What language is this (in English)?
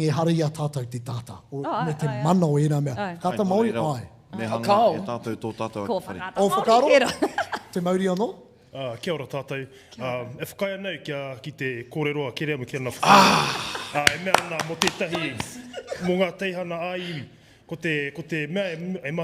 Māori